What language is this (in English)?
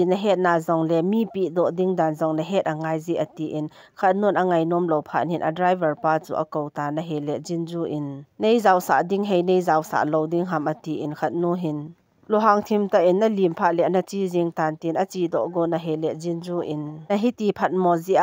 Thado Chin